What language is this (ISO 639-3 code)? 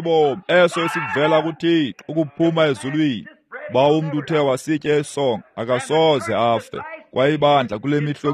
xho